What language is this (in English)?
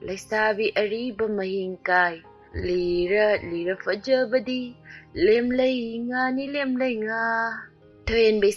Manipuri